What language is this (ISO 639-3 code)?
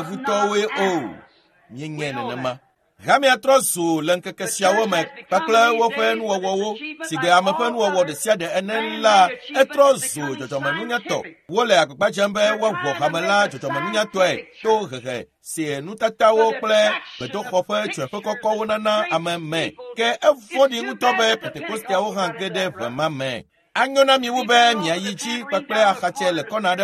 ewe